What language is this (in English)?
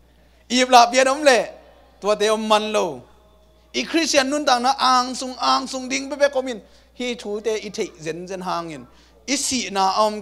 Tedim Chin